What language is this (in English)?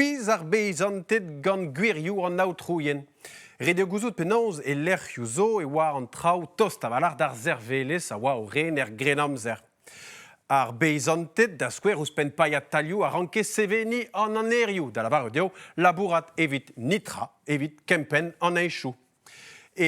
Breton